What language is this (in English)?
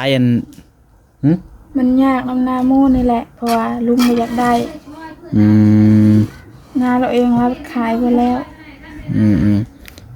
Northeastern Thai